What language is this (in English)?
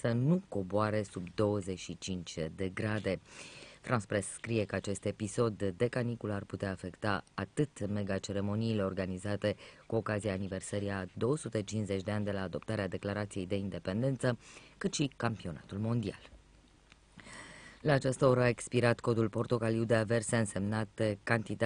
Romanian